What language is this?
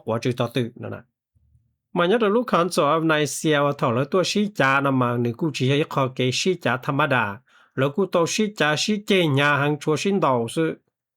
Hmong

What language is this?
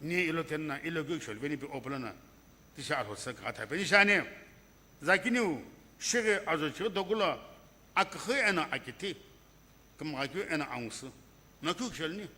Sumi Naga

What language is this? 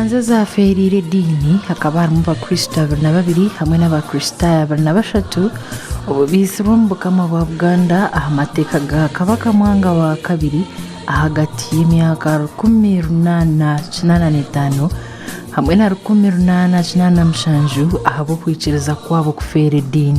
Nyankole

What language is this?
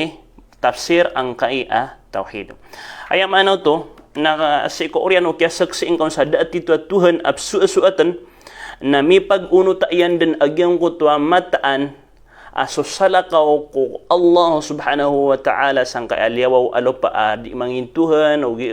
Maranao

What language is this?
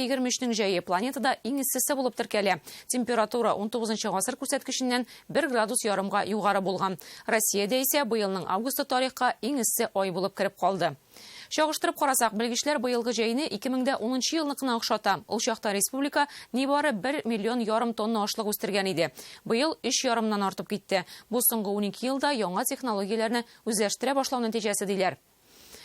Tatar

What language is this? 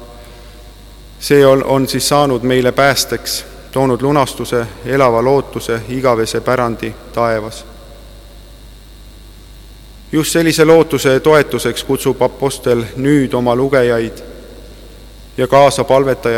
Estonian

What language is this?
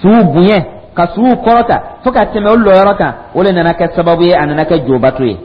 Dyula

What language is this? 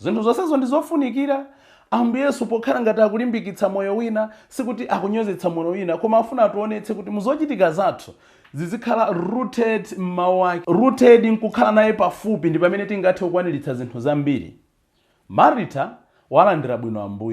Nyanja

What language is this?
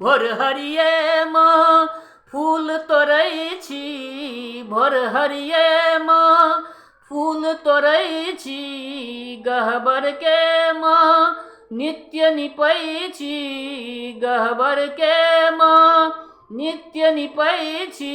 Maithili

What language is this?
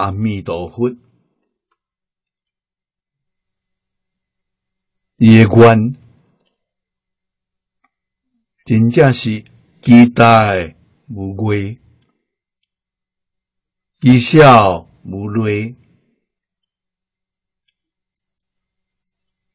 Min Nan Chinese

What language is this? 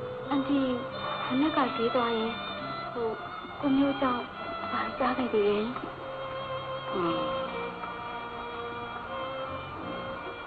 Burmese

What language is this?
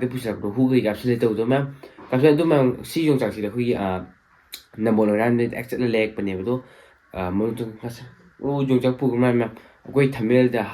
Manipuri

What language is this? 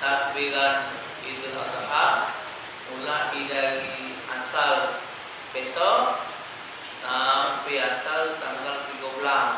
Musi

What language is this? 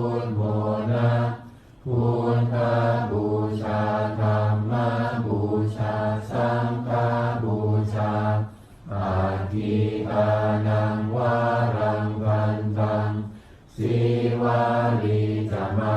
Pali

